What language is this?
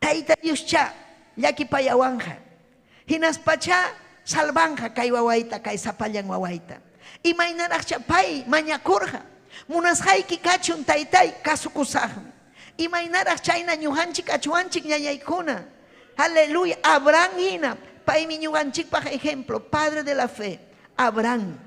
Ayacucho Quechua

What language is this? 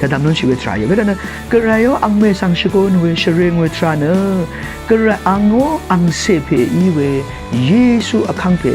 Rawang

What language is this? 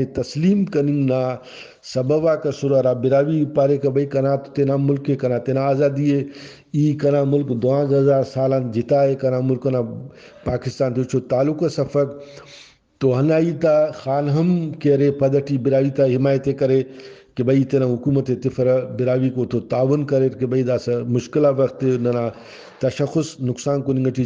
Brahui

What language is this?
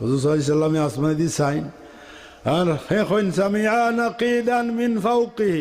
Sylheti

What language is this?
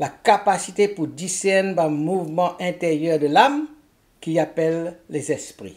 Morisyen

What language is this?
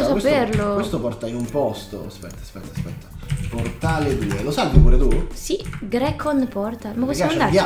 Italian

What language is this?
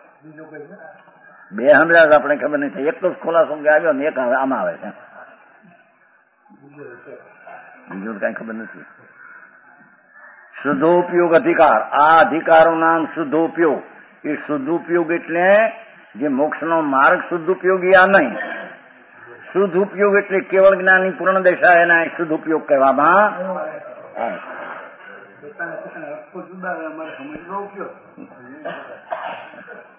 Gujarati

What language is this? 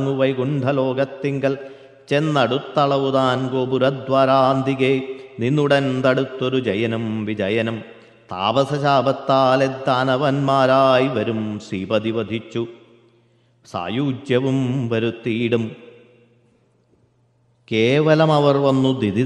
Malayalam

